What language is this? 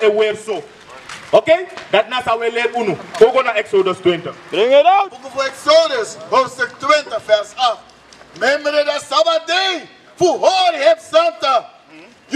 Sranan Tongo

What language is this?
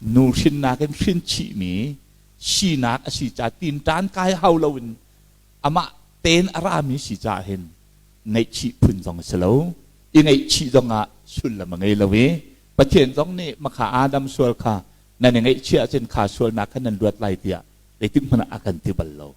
Hakha Chin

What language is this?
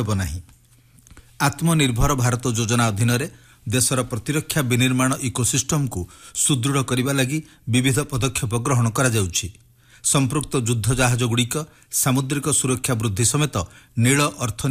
Odia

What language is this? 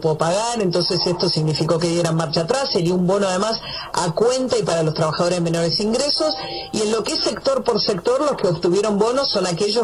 Spanish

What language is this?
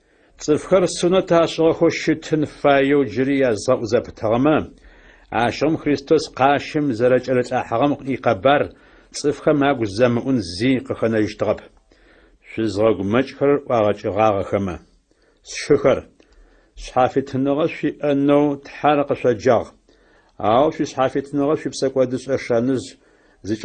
Adyghe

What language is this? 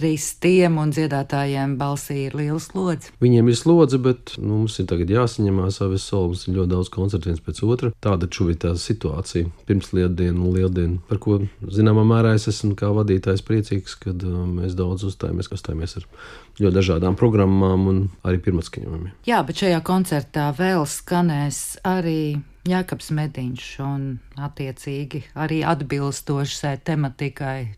Latvian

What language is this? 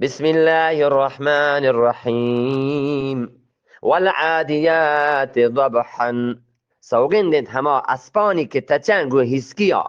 Eastern Balochi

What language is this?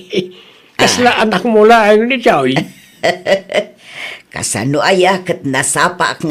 Iloko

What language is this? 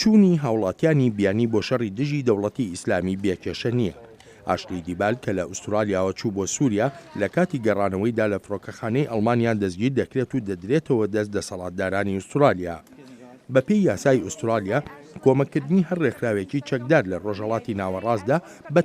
Central Kurdish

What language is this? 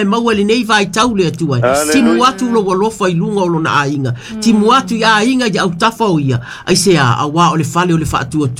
Samoan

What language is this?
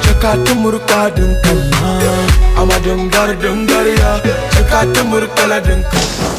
Dagbani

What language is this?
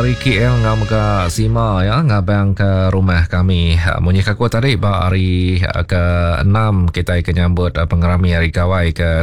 Iban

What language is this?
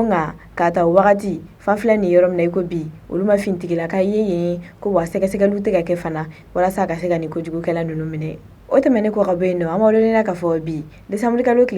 Bambara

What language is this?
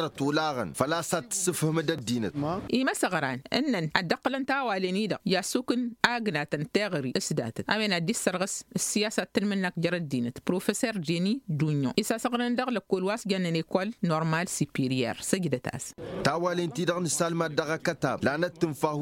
Tamasheq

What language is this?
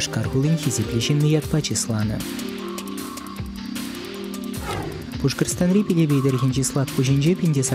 Chuvash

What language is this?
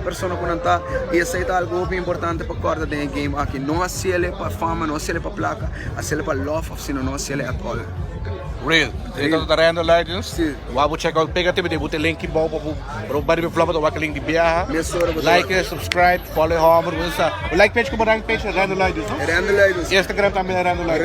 Papiamento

